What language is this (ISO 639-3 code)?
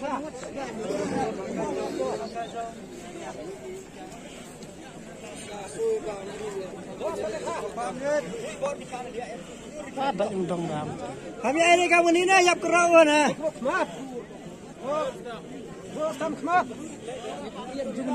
msa